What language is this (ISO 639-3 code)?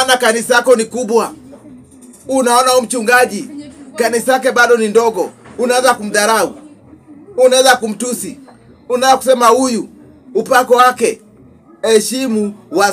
swa